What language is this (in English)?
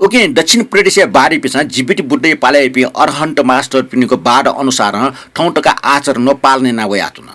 Newari